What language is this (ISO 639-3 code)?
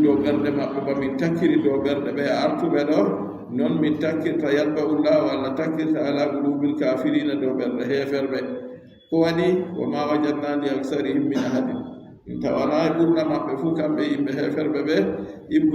fub